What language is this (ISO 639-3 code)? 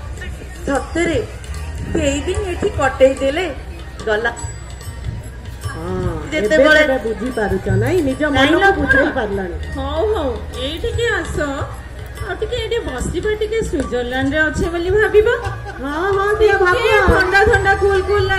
ori